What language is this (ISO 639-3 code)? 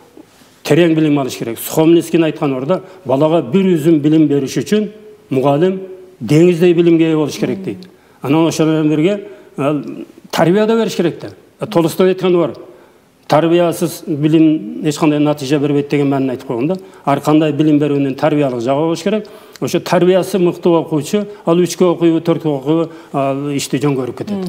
kir